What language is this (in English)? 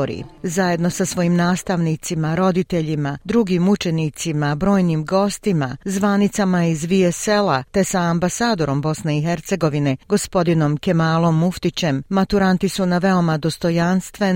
Bosnian